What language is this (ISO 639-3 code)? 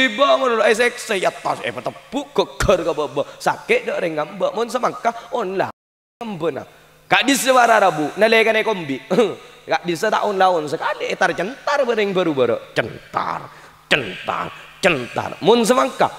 mad